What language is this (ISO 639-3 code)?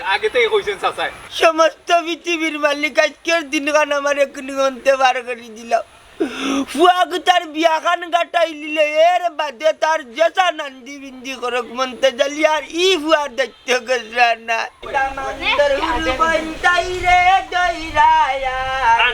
syl